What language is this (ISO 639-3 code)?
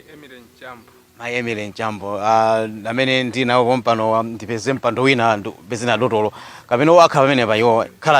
nya